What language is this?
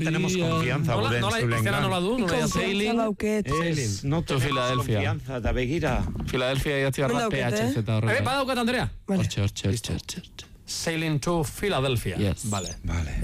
Basque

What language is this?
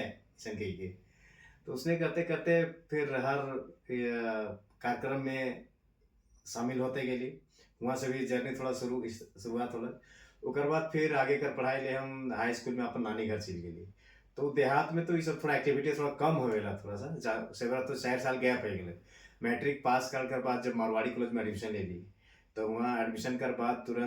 Sadri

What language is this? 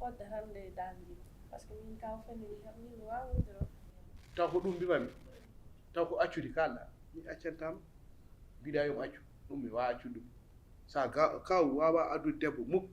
Fula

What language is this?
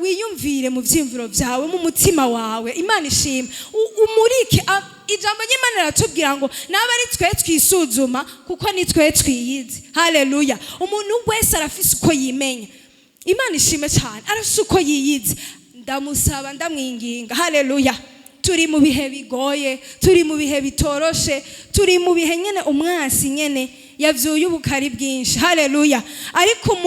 Rundi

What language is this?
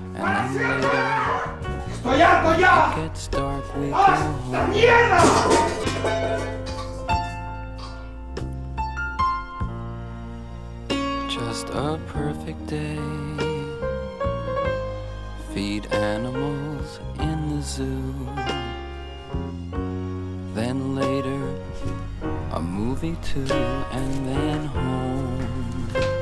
Spanish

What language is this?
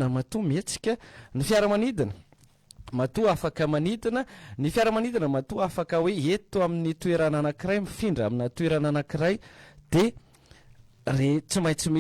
Malagasy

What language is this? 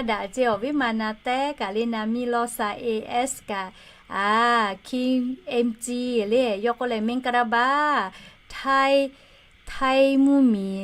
Lahu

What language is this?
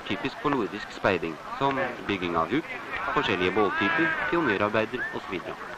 Norwegian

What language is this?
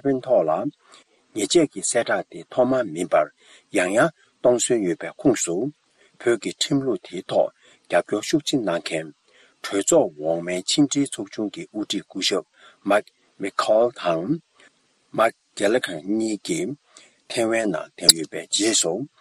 Tibetan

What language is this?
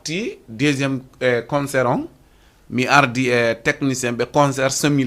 Fula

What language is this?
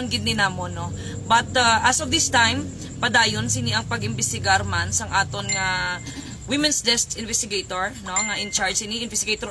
Hiligaynon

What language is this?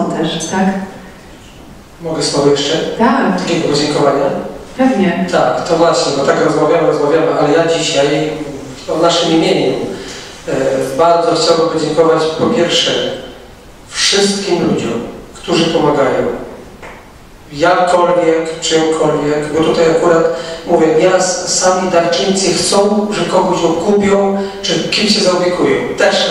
Polish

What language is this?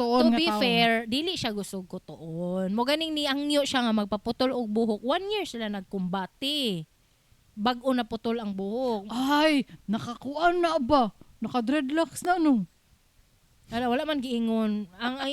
Cebuano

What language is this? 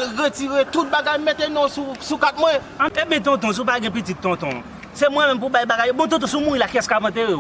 Haitian Creole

